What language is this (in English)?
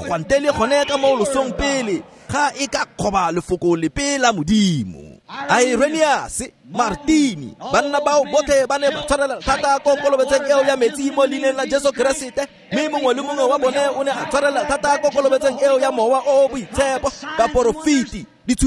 Tswana